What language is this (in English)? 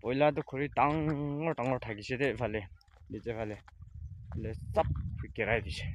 Naga Pidgin